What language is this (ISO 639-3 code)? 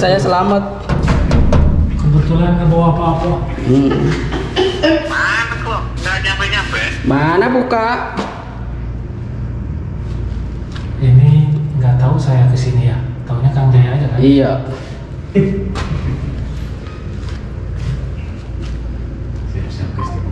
ind